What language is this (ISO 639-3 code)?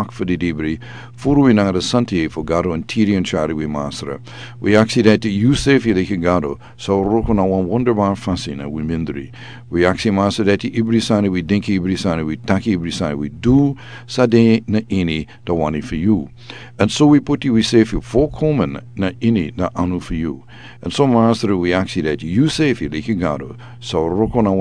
srn